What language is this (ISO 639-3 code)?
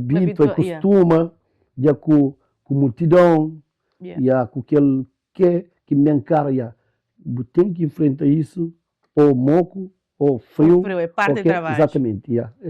kea